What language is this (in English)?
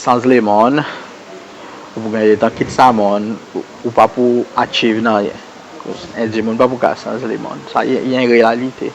Seselwa Creole French